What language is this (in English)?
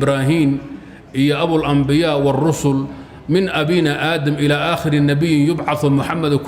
Somali